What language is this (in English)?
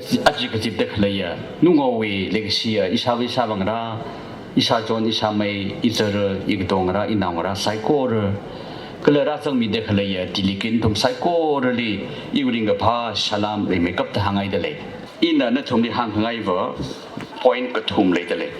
Tangkhul Naga (India)